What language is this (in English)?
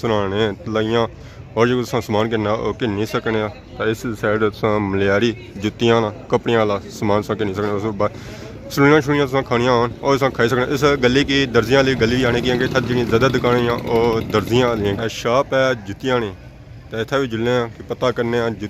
Pahari-Potwari